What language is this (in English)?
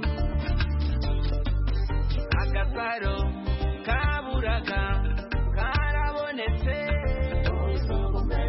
Kinyarwanda